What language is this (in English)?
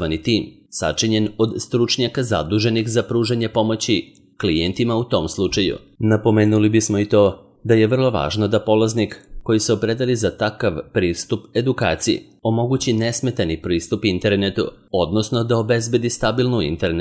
Serbian